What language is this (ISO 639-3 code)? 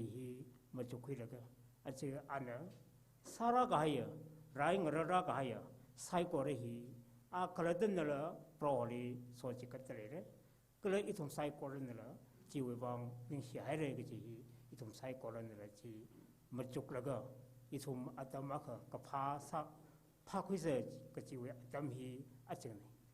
nmf